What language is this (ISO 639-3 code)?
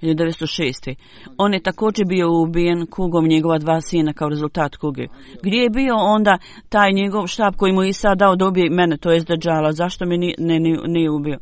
bos